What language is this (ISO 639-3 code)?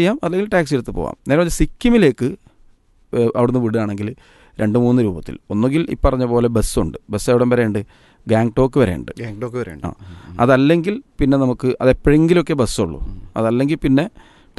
mal